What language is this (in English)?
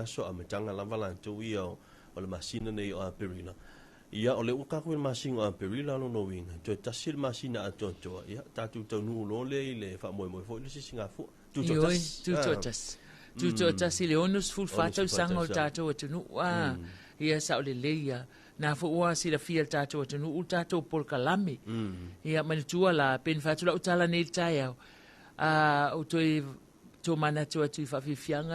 Samoan